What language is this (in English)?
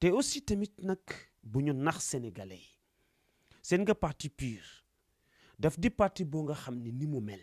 Wolof